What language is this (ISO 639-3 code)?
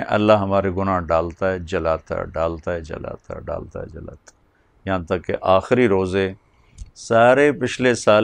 urd